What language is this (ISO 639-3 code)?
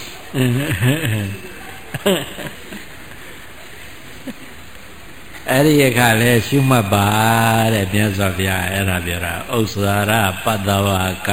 mya